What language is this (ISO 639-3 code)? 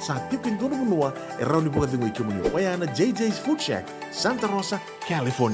fij